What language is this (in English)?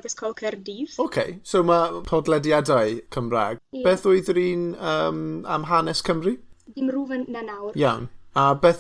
Welsh